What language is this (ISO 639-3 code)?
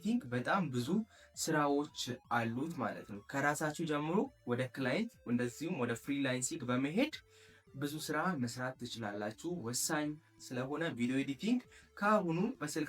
amh